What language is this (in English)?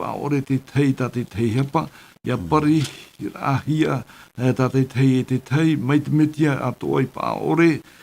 Tahitian